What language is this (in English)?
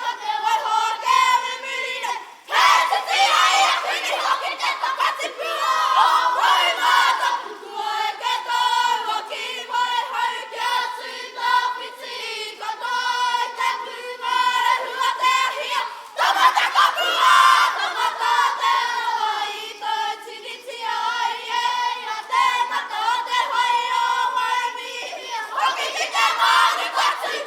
Māori